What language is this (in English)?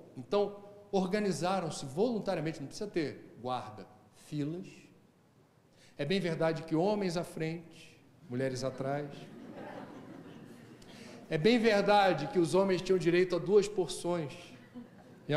Portuguese